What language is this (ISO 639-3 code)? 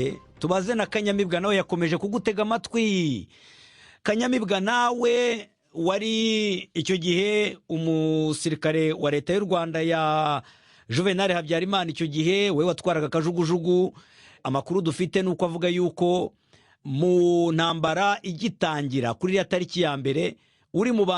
kin